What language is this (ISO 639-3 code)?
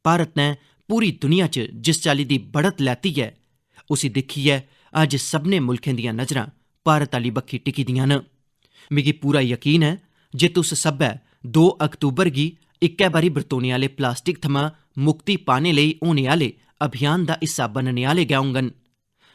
doi